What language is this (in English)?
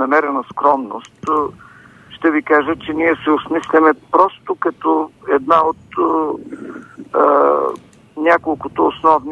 Bulgarian